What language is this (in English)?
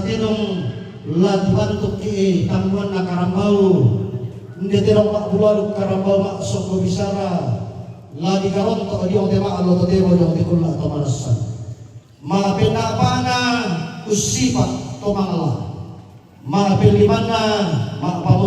Toraja-Sa'dan